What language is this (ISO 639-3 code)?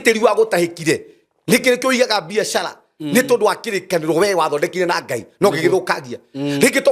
kik